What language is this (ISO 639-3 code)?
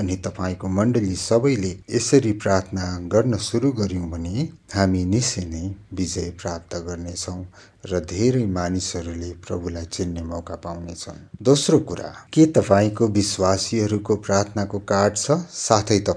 nep